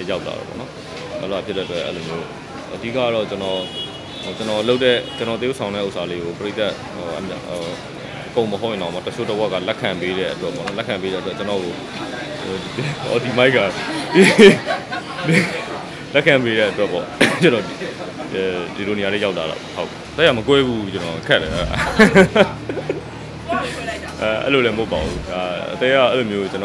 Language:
Burmese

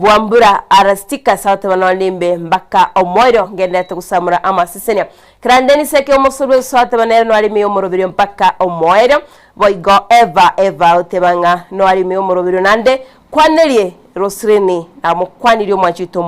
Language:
Gusii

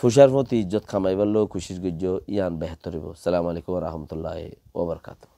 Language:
Rohingya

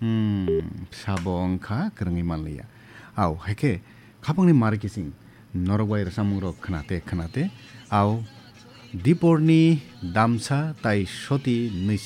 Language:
Kok Borok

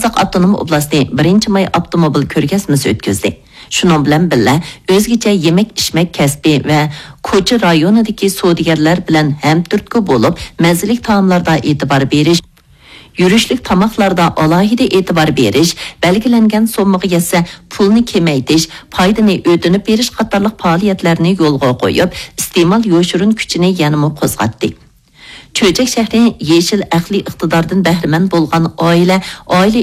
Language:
Uyghur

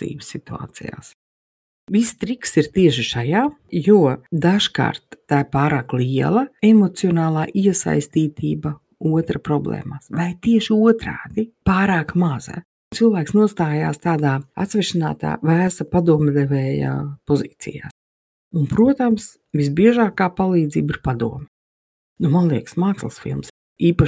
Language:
Latvian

